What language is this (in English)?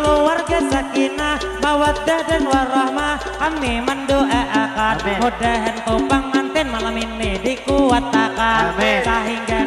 Banjar